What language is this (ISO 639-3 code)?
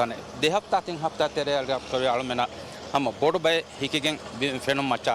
div